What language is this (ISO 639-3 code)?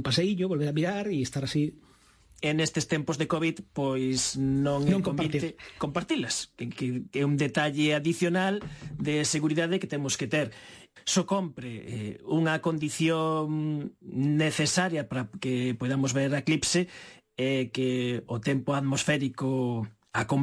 glg